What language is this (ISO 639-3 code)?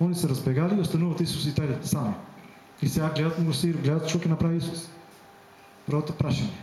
mkd